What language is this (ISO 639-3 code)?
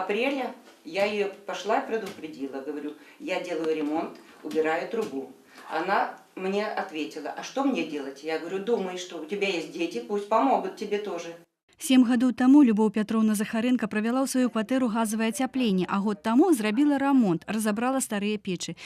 bel